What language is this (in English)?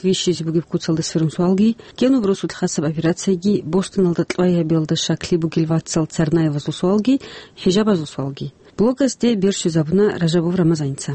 Avaric